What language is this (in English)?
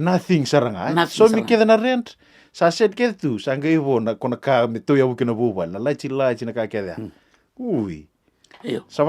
Fijian